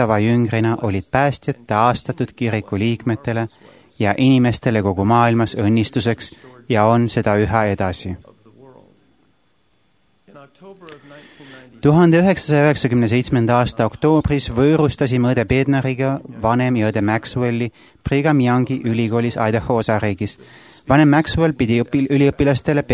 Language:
Estonian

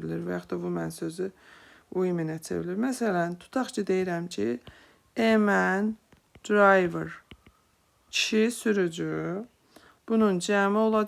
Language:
Azerbaijani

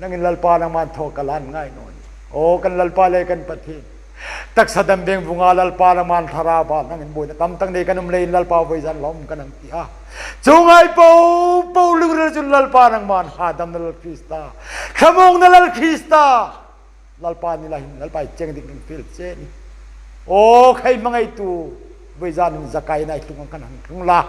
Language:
Hmar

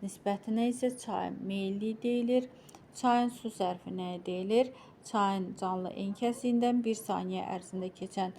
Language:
Azerbaijani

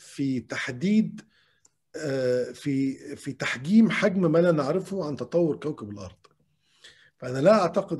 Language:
Arabic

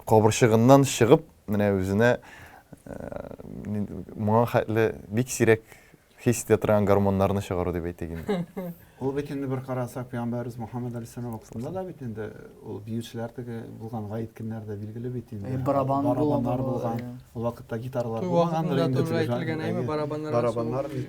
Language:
Tatar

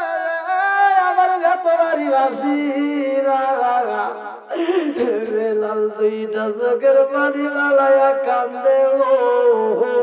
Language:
Bangla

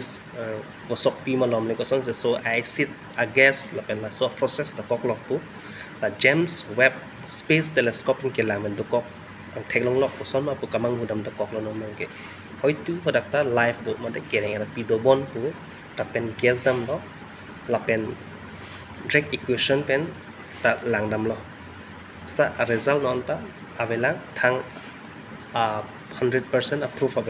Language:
Karbi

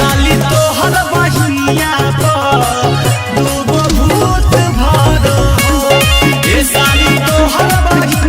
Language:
Magahi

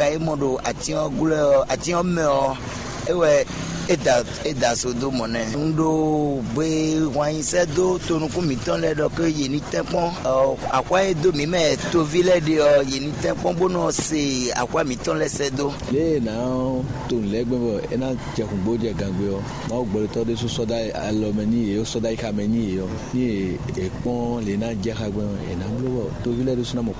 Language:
Fon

